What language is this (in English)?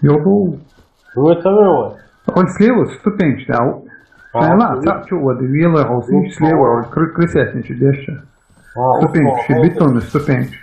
Chechen